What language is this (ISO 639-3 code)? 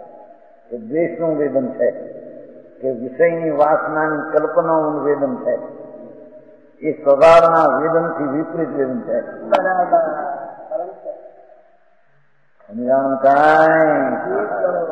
guj